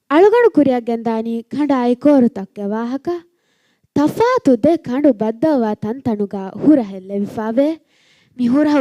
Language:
Divehi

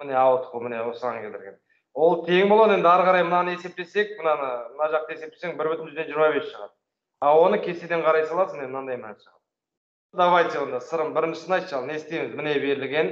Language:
Kazakh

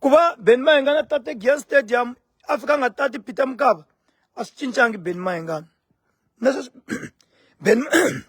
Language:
Tsonga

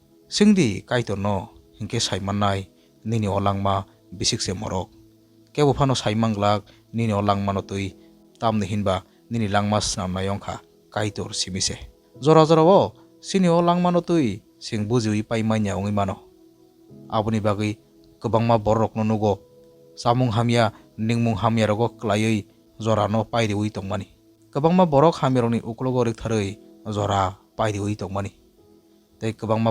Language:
Kok Borok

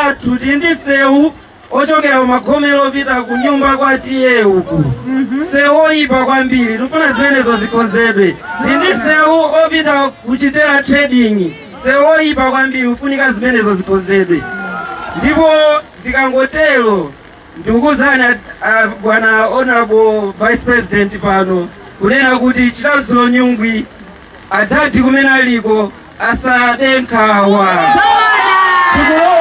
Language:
Nyanja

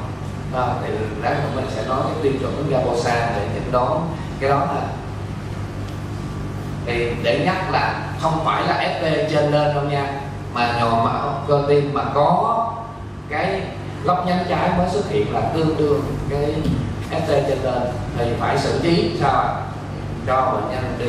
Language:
Vietnamese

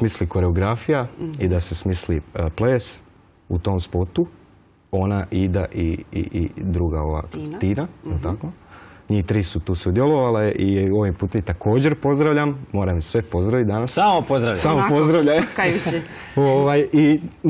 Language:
Croatian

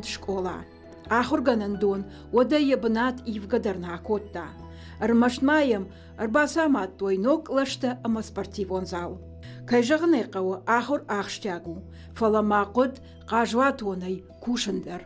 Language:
Ossetic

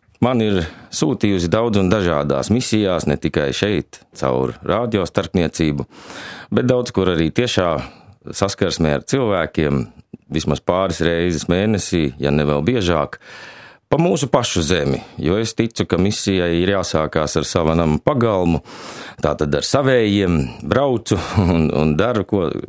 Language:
Latvian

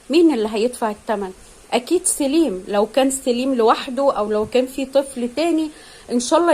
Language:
Egyptian Arabic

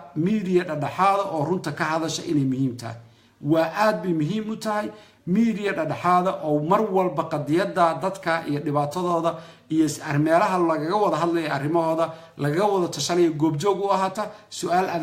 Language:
Somali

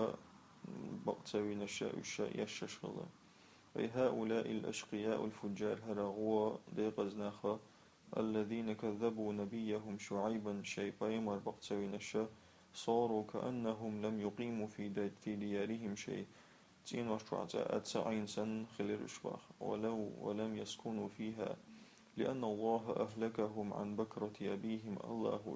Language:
Chechen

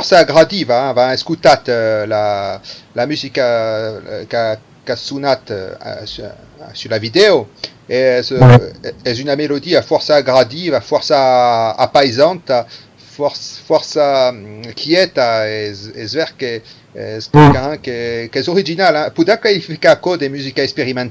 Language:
Occitan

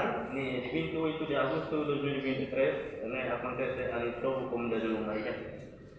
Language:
Tetum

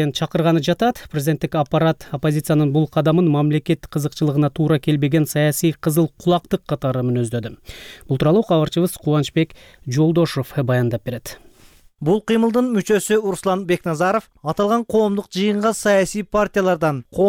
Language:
Kyrgyz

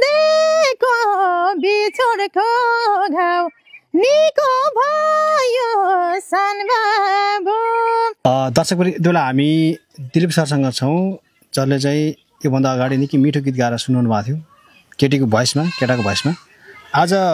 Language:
Nepali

